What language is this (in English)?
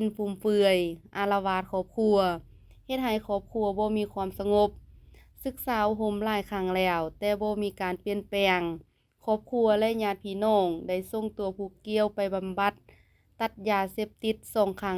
Lao